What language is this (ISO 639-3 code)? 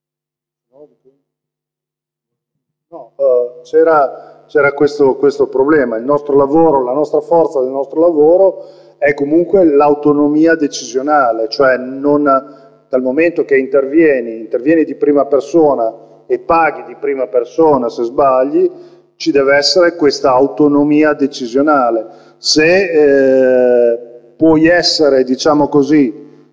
ita